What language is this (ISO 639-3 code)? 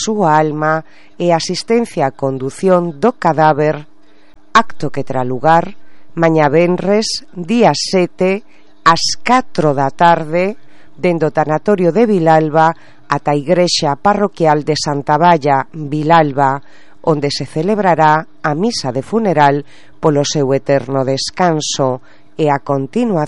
glg